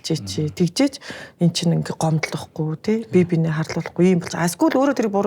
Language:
Mongolian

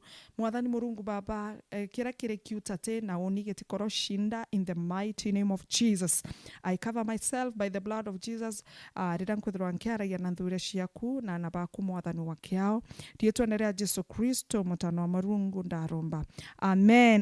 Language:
Meru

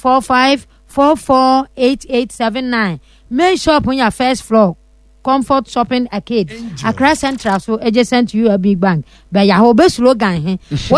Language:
Akan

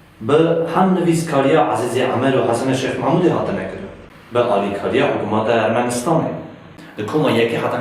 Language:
Kurdish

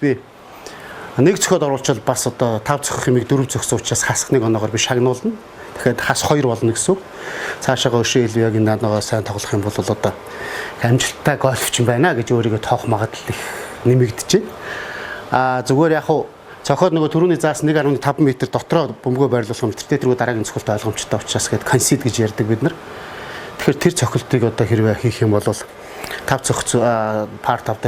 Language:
Mongolian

